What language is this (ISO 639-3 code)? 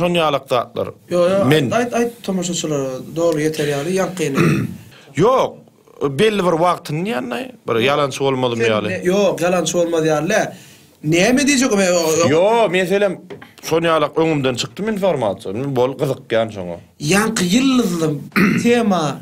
tuk